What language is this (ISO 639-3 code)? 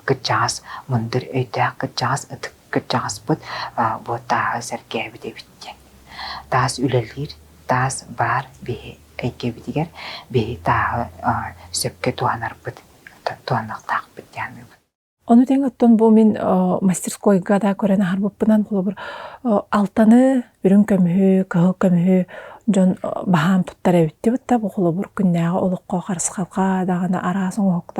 sah